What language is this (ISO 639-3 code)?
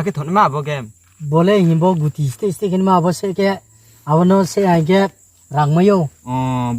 ria